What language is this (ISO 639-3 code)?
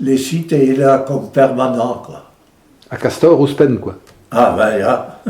bre